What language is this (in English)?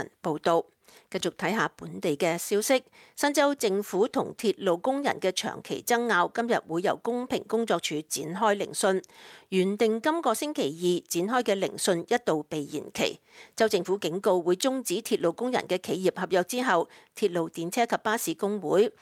Cantonese